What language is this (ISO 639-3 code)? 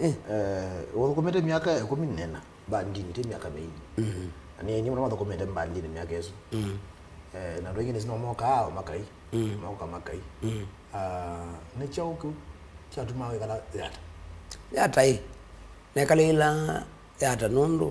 kam